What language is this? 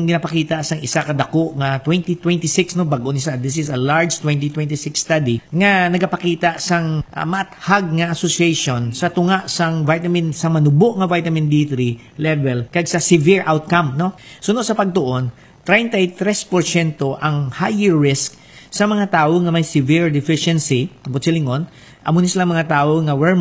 Hiligaynon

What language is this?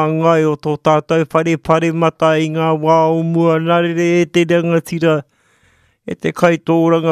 Māori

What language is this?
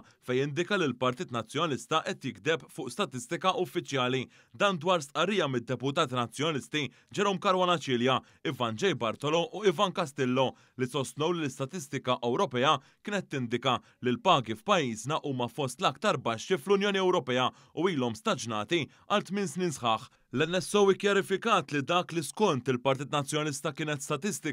Maltese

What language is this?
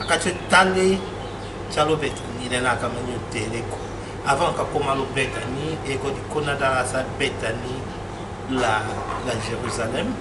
Tetela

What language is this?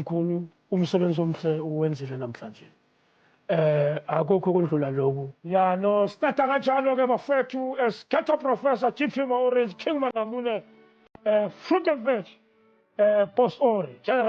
Zulu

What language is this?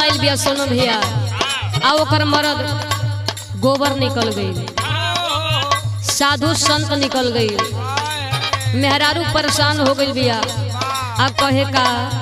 Bhojpuri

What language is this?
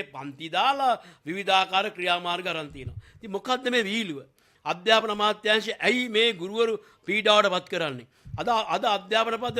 Sinhala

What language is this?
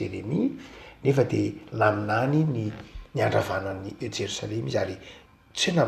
Malagasy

